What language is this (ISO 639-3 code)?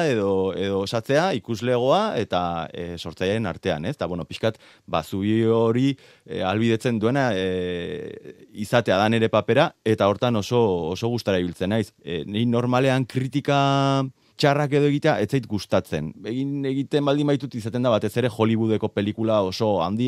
eus